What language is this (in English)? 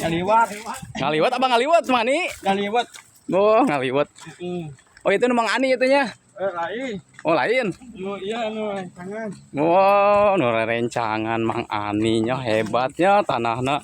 Sundanese